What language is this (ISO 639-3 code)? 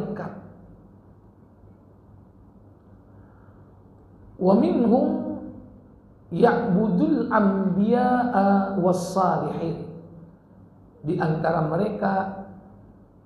ind